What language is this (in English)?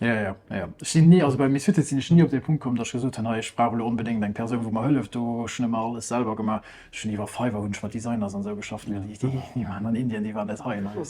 Luxembourgish